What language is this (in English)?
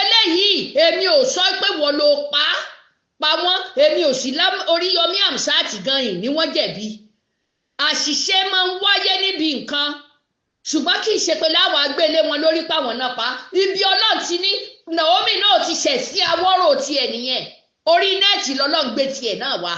Yoruba